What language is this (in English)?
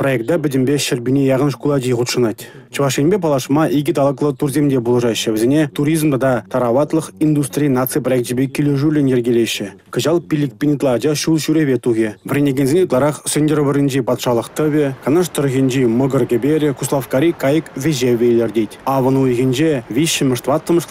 Chuvash